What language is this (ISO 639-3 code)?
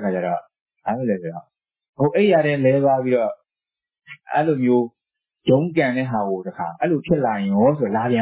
mya